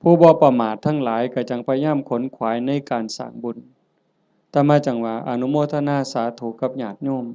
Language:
Northeastern Thai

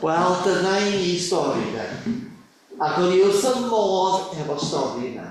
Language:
Welsh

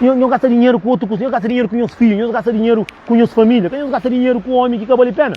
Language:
Kabuverdianu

